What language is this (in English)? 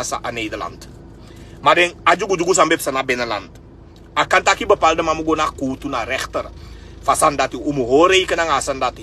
Sranan Tongo